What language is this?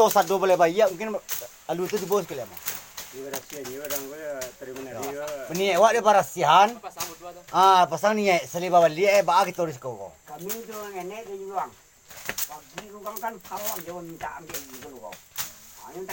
Minangkabau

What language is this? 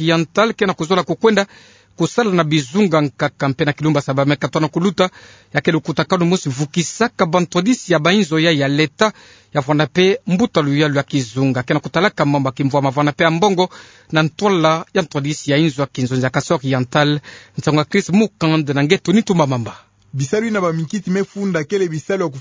Kituba (Democratic Republic of Congo)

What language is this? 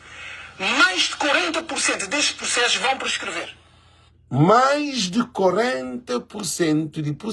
Kabuverdianu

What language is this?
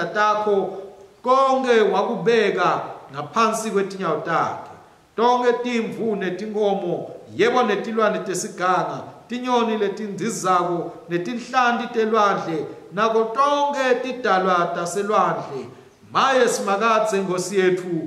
Swati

